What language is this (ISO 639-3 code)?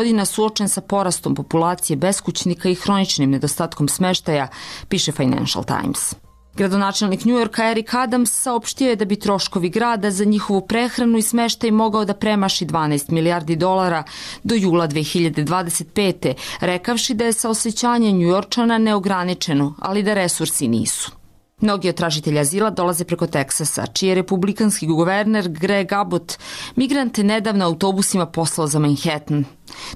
srp